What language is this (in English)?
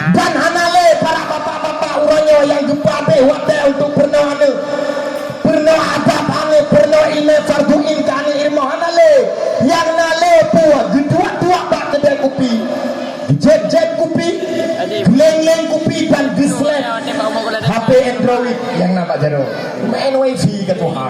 Achinese